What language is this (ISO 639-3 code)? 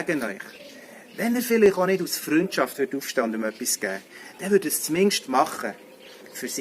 gsw